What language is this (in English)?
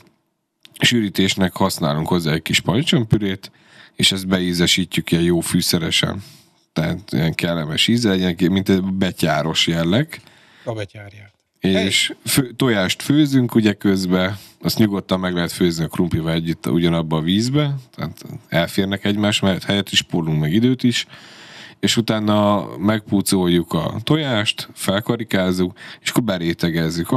Hungarian